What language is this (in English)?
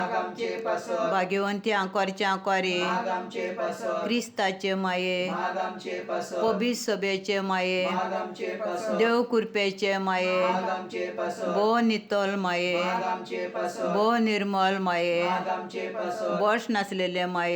Konkani